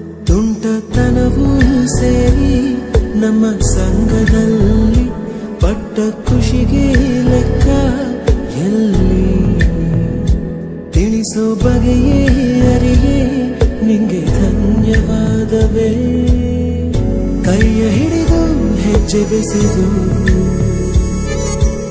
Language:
Kannada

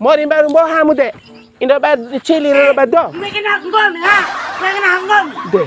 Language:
Bima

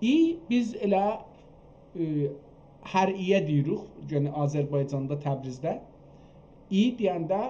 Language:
South Azerbaijani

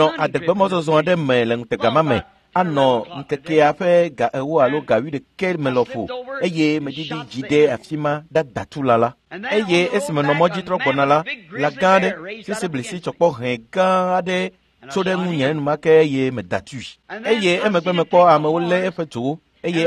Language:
Ewe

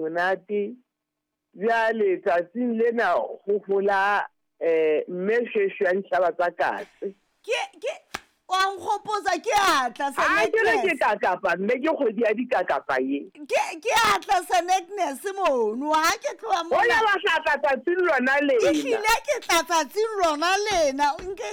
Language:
Southern Sotho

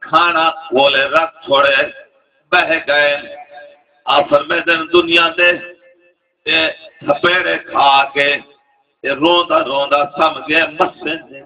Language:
Saraiki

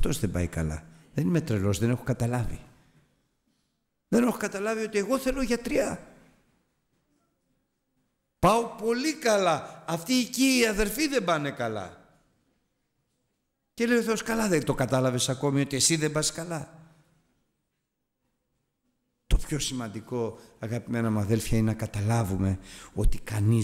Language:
Greek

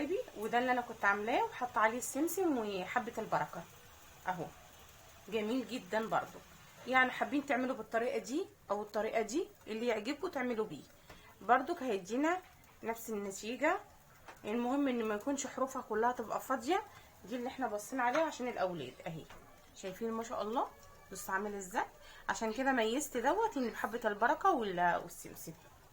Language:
Egyptian Arabic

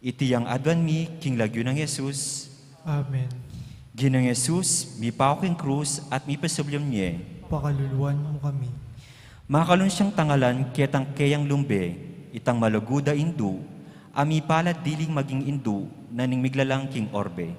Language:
Pampanga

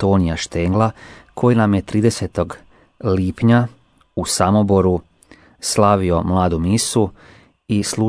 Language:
Croatian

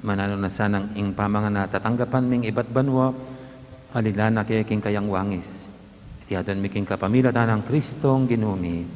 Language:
Pampanga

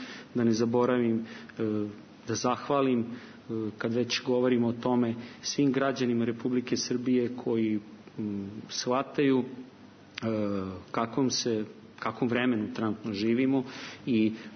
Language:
Serbian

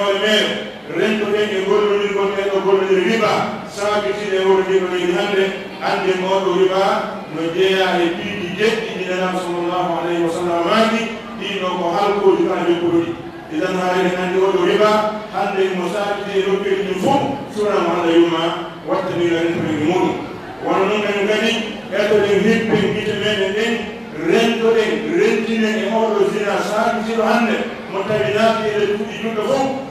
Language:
Pular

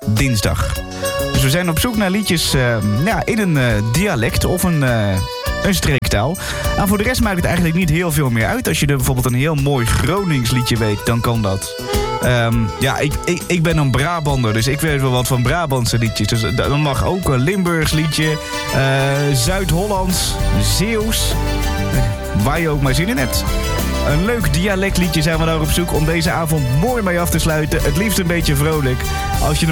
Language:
Dutch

